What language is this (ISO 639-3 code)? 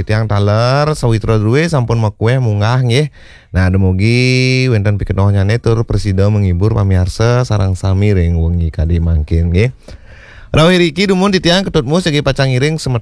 ban